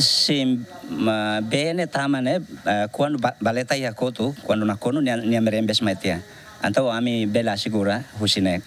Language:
Tetum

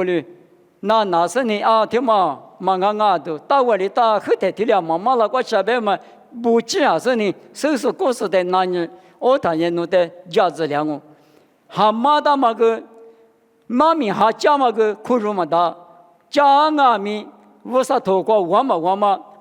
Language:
Lisu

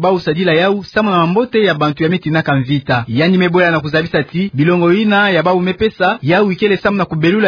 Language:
Kituba (Democratic Republic of Congo)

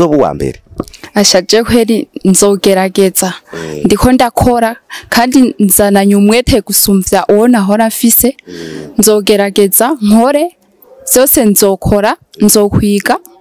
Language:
Rundi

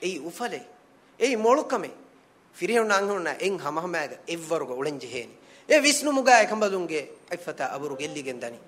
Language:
Divehi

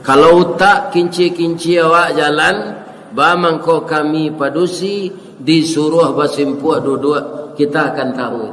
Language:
Minangkabau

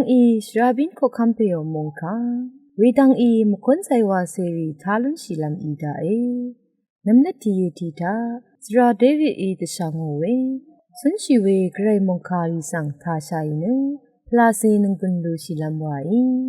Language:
Rawang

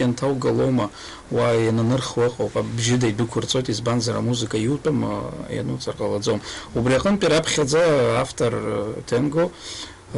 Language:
Abkhazian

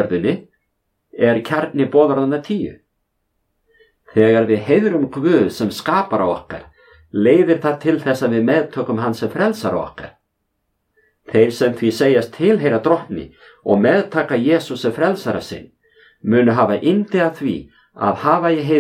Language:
Icelandic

